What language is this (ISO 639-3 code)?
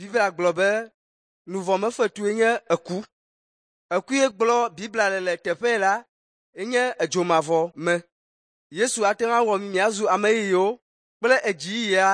ewe